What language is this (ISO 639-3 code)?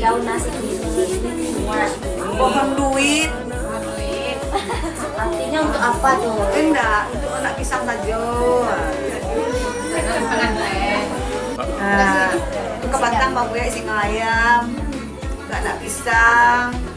min